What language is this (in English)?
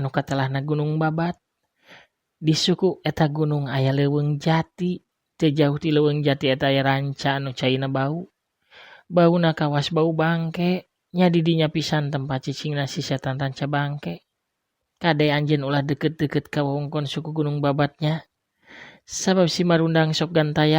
Sundanese